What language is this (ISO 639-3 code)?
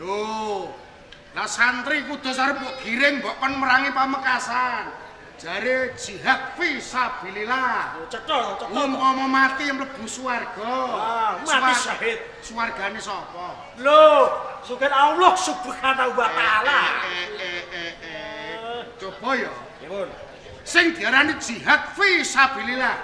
jav